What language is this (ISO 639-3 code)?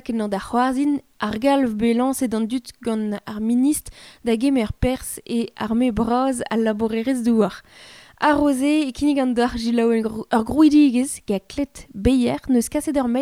bre